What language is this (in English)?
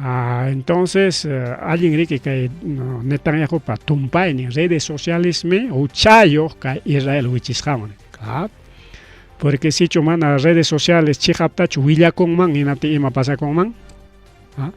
Ayacucho Quechua